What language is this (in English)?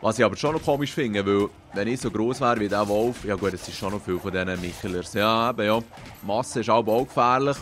Swiss German